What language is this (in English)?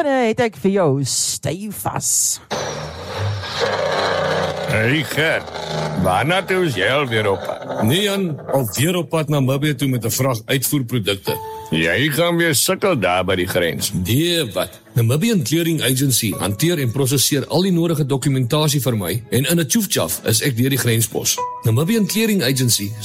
Afrikaans